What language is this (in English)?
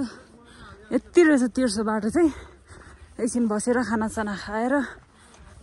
Nepali